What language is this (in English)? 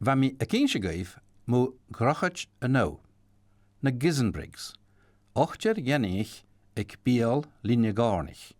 Scottish Gaelic